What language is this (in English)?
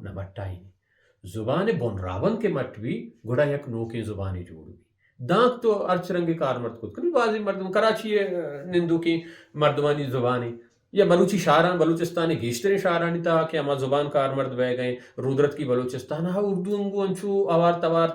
Baluchi